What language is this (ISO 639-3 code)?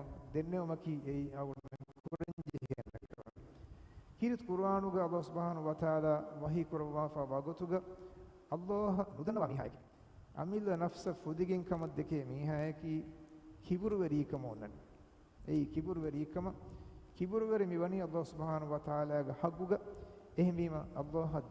div